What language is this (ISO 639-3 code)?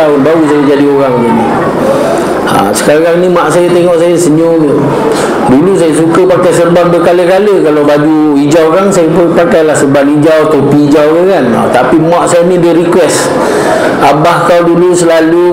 msa